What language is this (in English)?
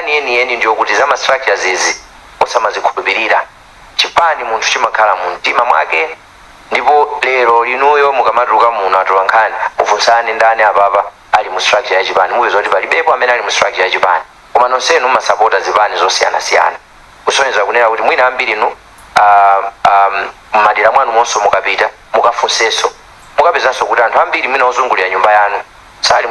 Nyanja